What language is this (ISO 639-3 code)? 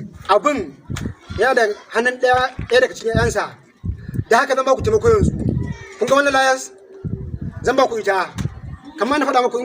hau